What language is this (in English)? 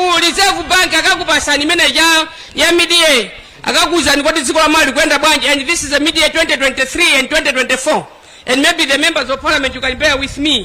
Nyanja